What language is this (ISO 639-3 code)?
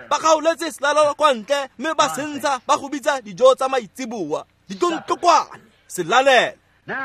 tsn